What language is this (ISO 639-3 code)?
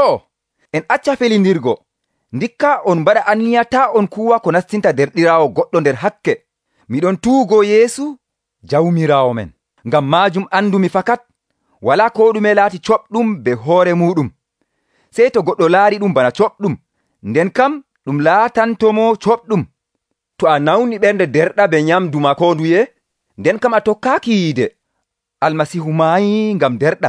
fuv